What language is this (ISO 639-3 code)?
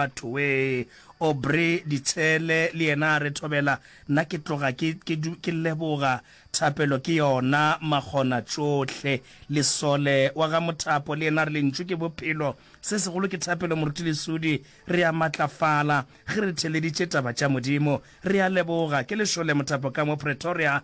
nso